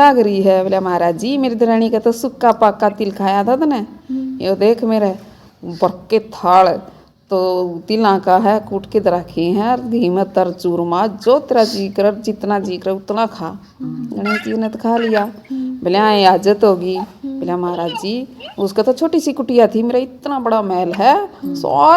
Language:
Haryanvi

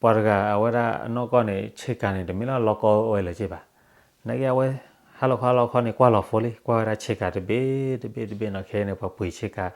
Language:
S'gaw Karen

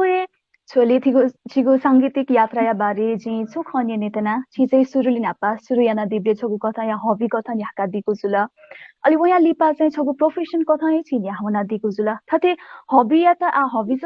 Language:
Newari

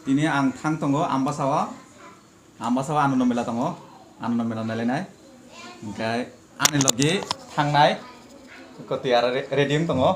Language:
Kok Borok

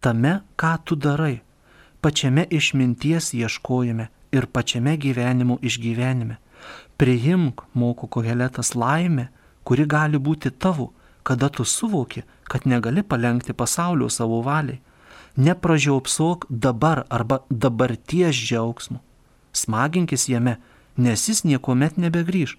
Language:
Lithuanian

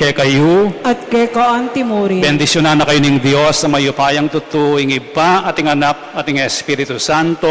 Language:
Pampanga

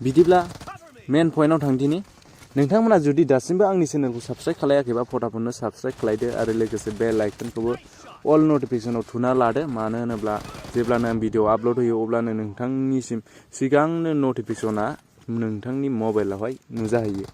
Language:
Bodo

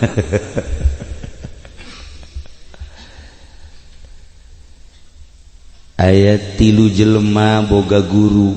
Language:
Sundanese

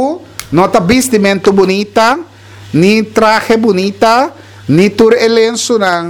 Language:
Papiamento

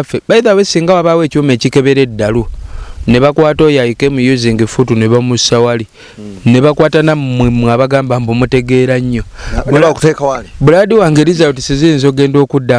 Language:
Ganda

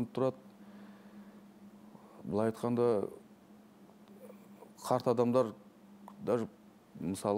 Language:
Kazakh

